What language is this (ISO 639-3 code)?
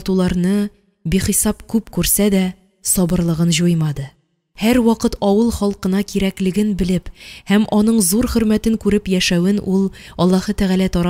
tat